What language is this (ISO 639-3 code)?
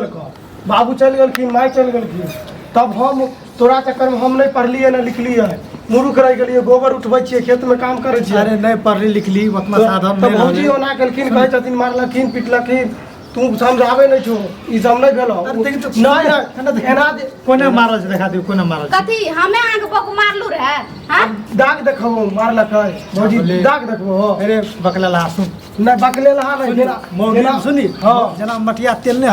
mai